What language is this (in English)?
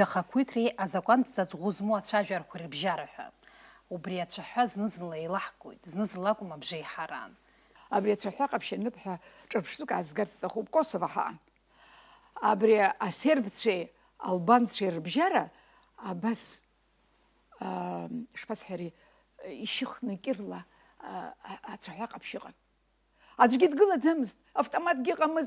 Abkhazian